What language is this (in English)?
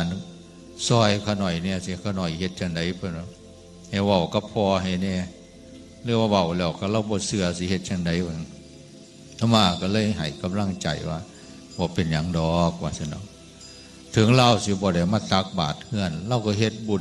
Northeastern Thai